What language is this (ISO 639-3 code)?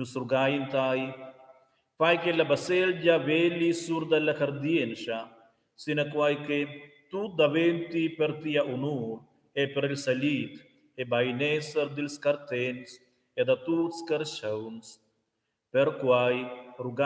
roh